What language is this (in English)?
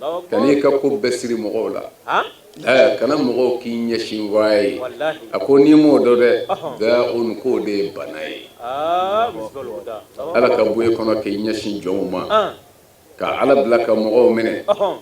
Bambara